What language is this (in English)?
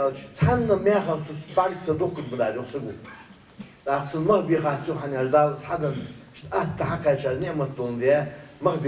Ingush